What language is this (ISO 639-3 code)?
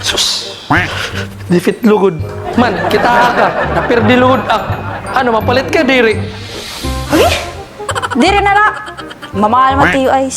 war